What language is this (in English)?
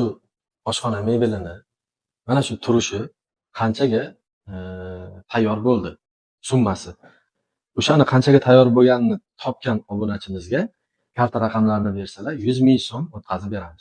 Uzbek